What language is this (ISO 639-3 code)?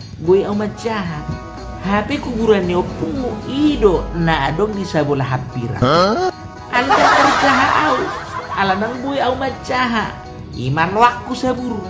bbc